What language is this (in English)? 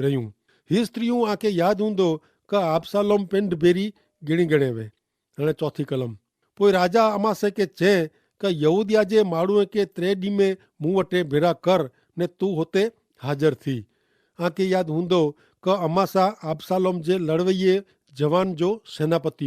Kachhi